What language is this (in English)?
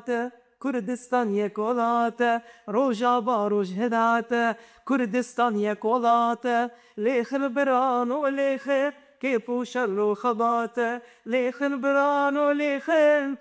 Kurdish